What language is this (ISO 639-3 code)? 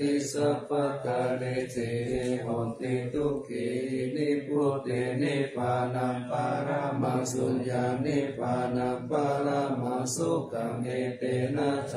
pli